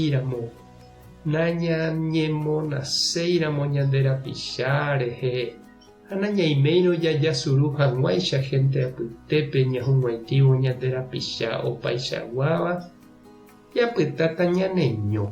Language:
Guarani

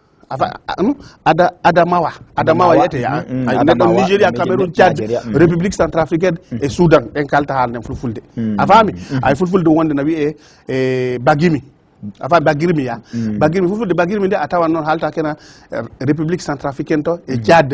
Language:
Fula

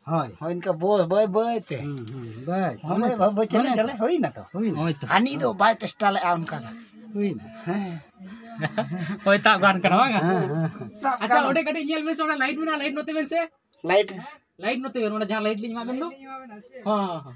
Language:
Santali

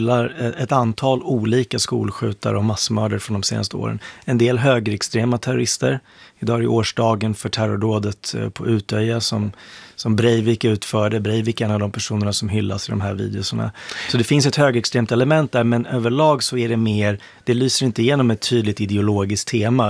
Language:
Swedish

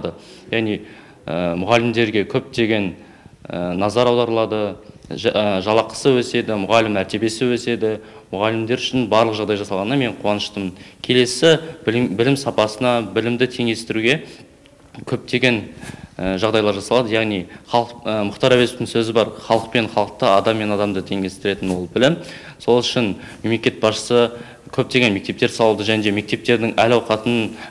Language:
Kazakh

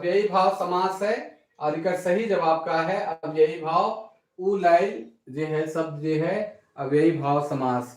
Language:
Sadri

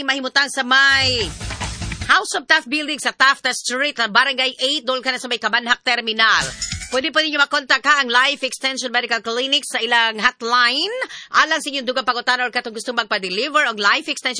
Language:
Cebuano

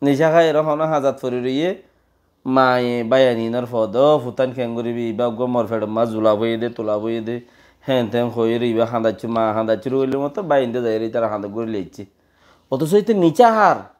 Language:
Rohingya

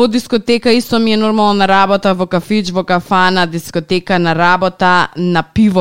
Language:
Macedonian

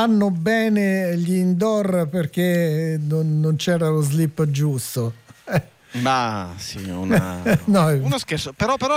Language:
Italian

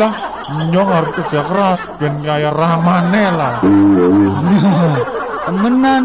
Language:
Javanese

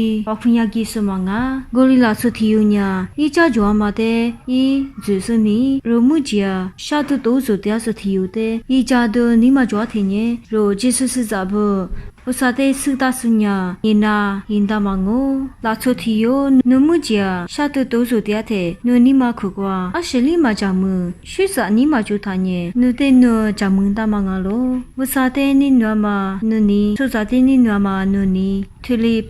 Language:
Lisu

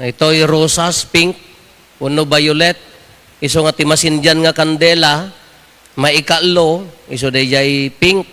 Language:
Iloko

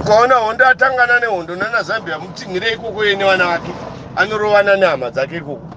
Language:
Shona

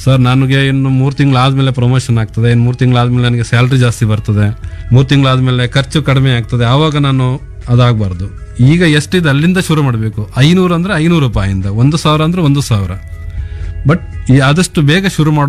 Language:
Kannada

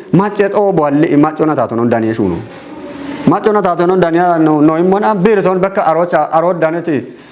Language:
Kafa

